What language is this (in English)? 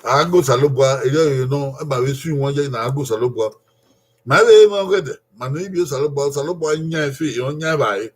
Bini